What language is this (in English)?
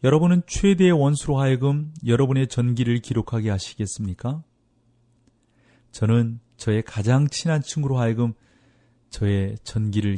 Korean